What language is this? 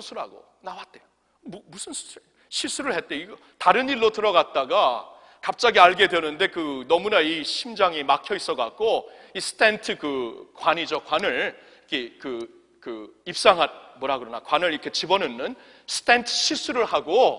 Korean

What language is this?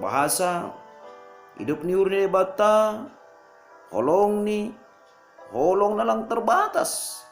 Batak Simalungun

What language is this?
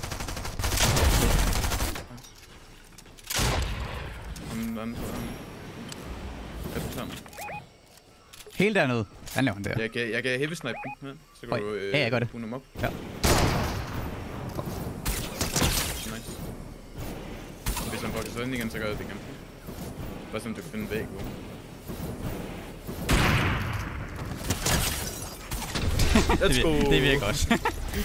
Danish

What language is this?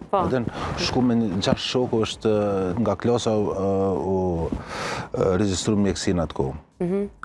Albanian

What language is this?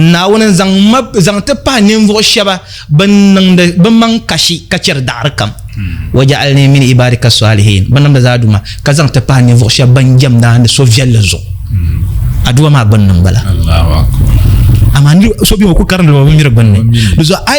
Dagbani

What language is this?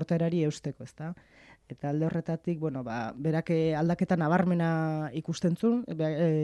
Basque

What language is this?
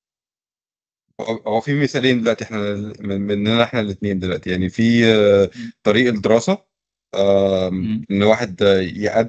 Egyptian Arabic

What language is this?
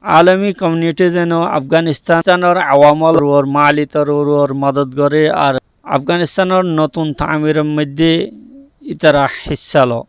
Rohingya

